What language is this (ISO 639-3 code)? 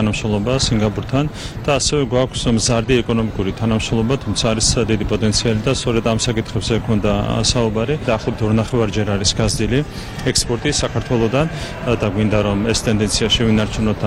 kat